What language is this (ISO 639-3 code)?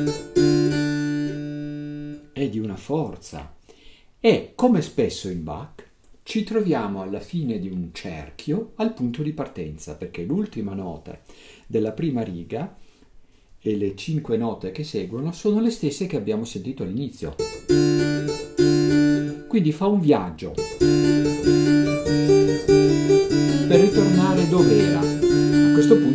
ita